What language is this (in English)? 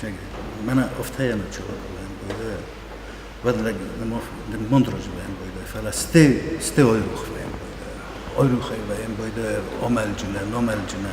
Ossetic